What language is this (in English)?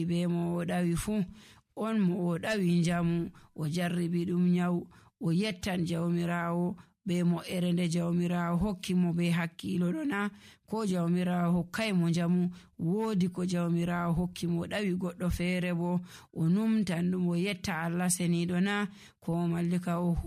Nigerian Fulfulde